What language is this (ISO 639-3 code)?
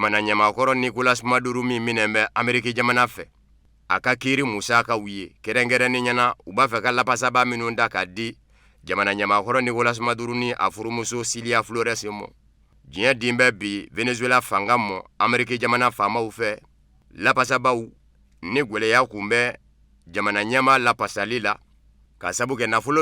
bam